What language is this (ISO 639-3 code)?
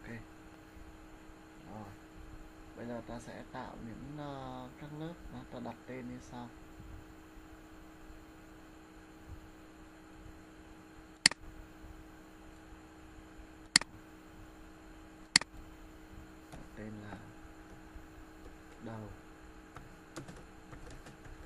vie